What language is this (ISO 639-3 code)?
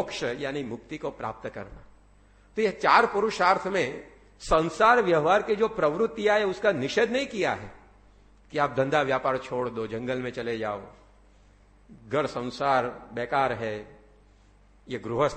hin